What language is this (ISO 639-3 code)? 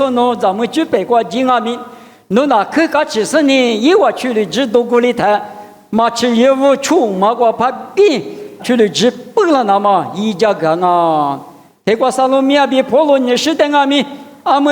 lis